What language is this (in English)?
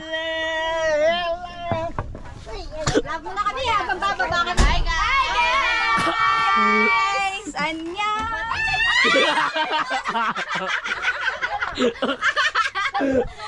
Filipino